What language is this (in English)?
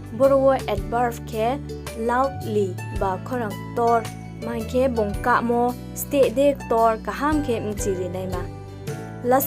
Riang (India)